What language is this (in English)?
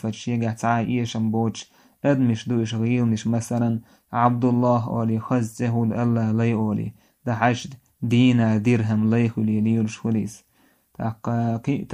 Chechen